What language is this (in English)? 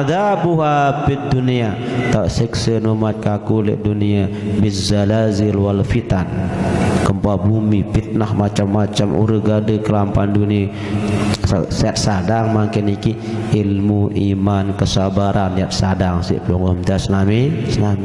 Sasak